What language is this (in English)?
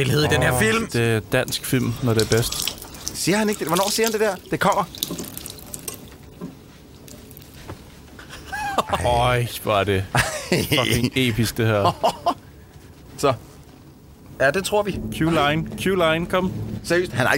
Danish